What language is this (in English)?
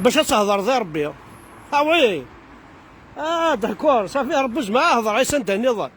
Kabyle